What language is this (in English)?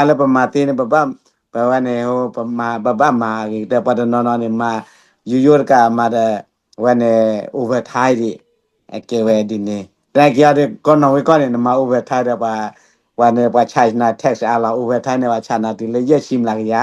S'gaw Karen